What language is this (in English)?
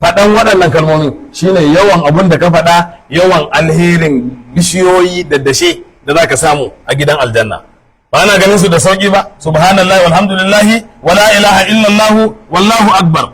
Hausa